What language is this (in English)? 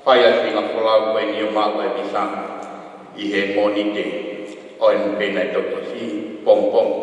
Tongan